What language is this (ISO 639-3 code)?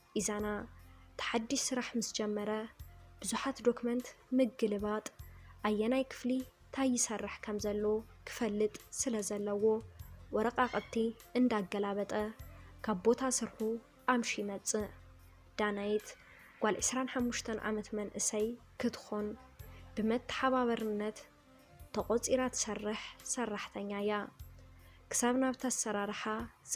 tir